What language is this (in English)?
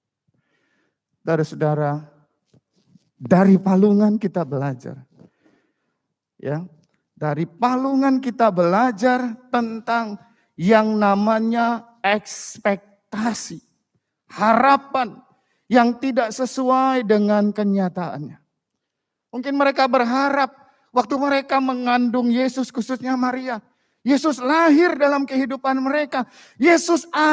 Indonesian